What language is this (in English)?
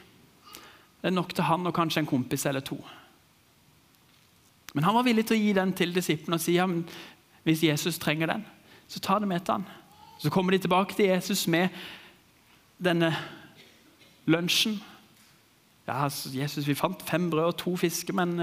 Norwegian